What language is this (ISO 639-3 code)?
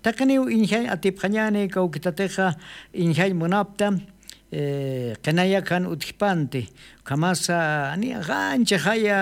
aym